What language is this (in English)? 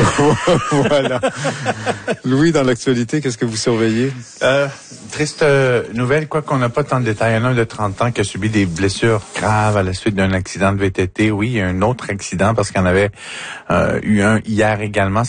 French